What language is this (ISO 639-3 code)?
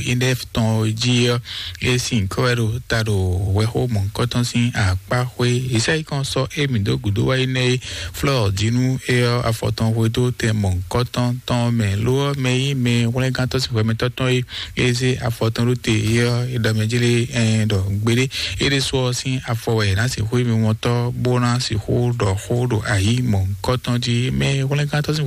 fon